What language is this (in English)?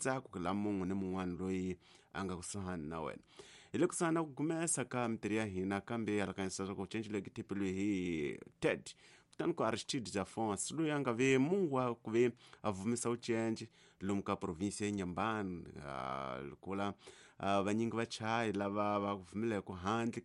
Tsonga